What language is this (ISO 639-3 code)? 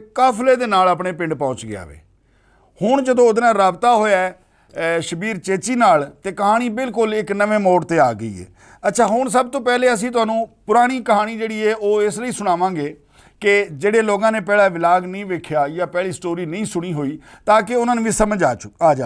lah